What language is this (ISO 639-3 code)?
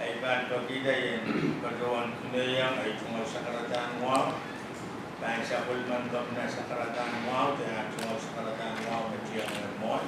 pon